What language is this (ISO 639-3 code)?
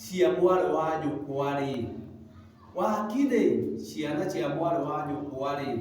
kik